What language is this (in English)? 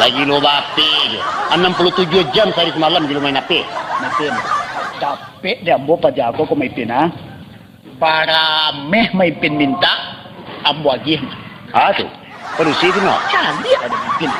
Minangkabau